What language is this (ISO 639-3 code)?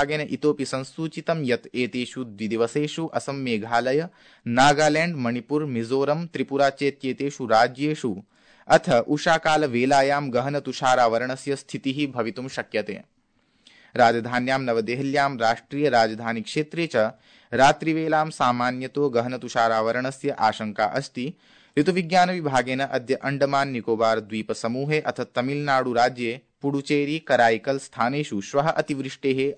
san